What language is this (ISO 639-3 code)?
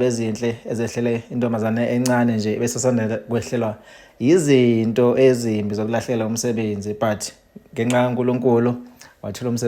zul